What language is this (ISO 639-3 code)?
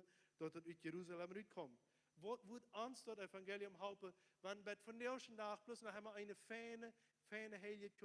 pdt